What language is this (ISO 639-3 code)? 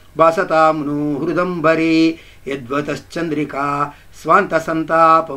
kan